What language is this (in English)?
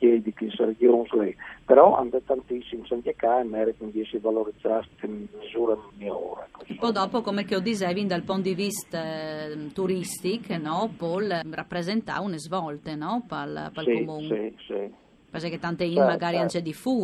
Friulian